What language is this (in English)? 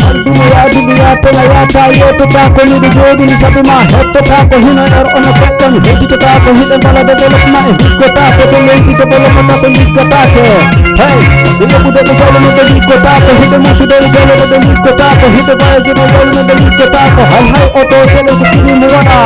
Fula